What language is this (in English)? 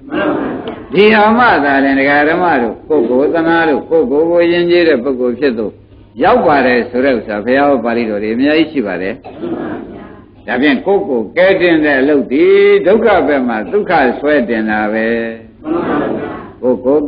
Burmese